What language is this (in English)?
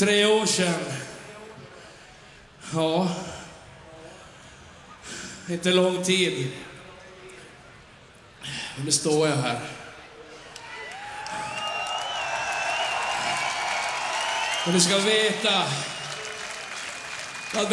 Swedish